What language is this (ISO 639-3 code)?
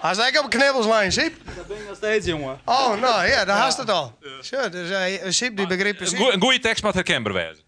fry